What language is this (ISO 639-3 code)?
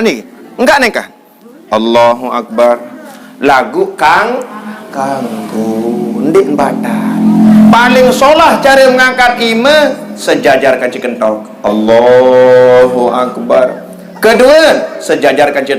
sas